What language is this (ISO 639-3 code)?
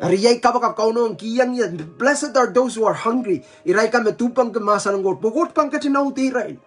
pon